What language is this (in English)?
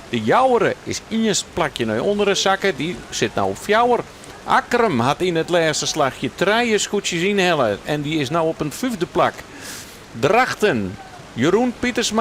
Western Frisian